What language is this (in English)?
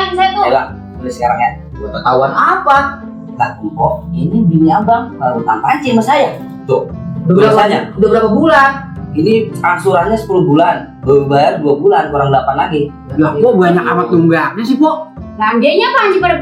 Betawi